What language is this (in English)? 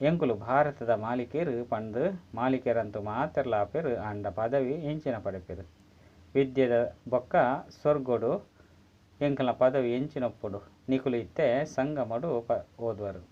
Tulu